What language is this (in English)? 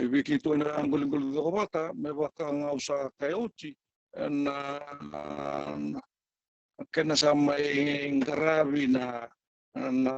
Fijian